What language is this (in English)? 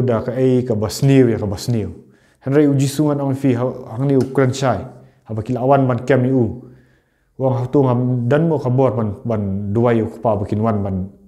Khasi